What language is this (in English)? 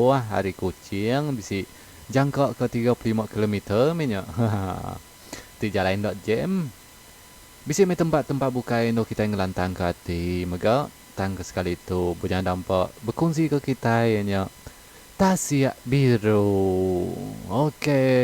Iban